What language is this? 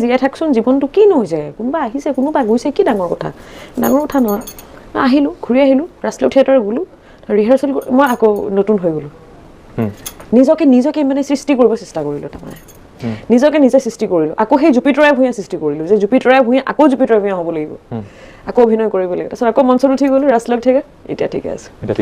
Assamese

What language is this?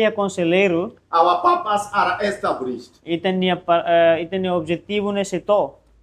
Tetum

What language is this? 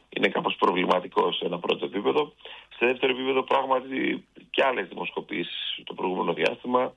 Greek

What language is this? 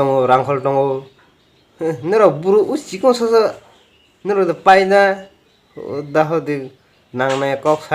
Kok Borok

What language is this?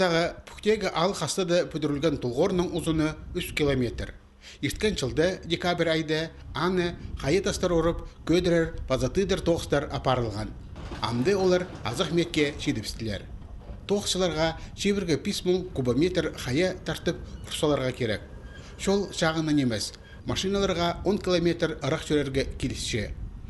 Khakas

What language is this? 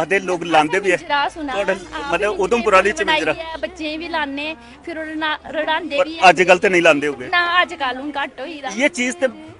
Dogri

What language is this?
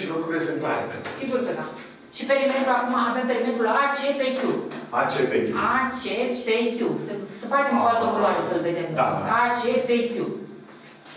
Romanian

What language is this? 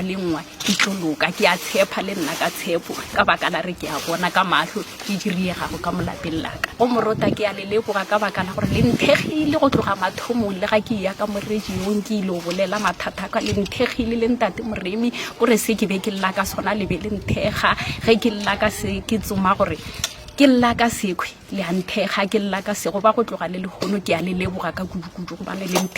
Northern Sotho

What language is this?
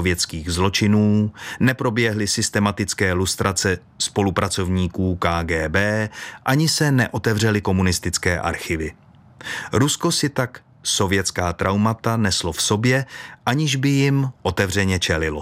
Czech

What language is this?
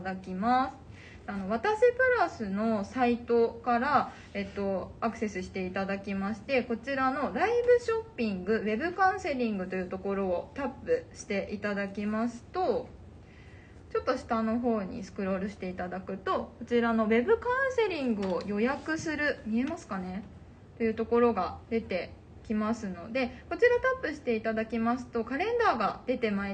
Japanese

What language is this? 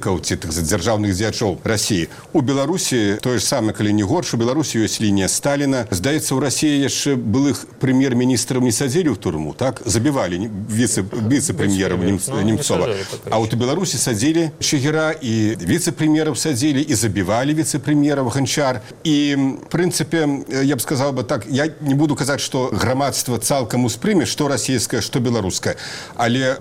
Belarusian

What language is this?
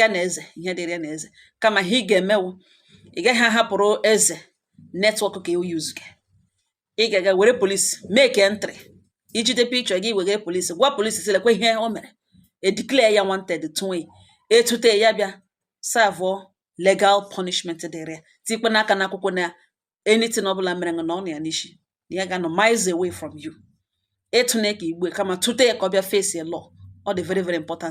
Igbo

